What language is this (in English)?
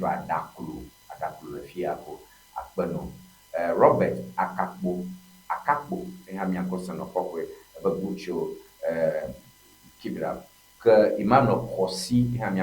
Ewe